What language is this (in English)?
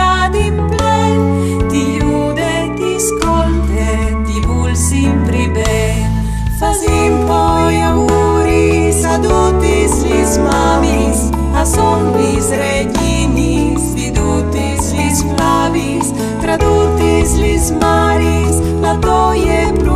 Friulian